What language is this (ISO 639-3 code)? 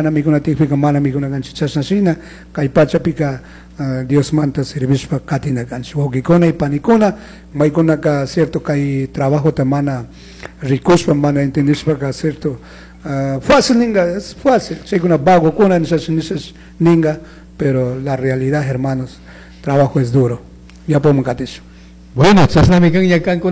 qug